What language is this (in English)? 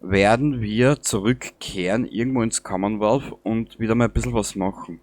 Bavarian